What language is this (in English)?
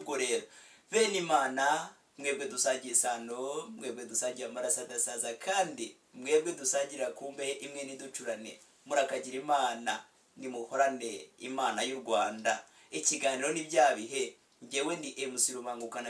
Kinyarwanda